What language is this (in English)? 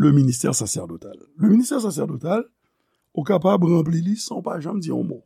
Haitian Creole